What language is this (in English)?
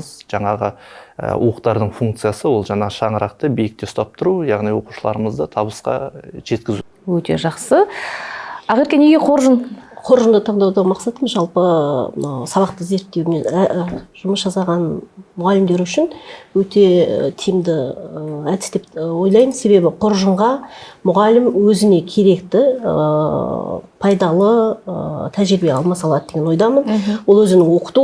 Kazakh